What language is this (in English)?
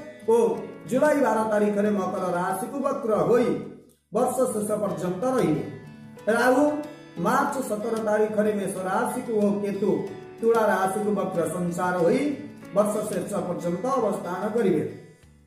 Odia